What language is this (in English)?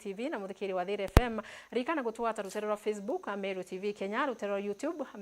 Meru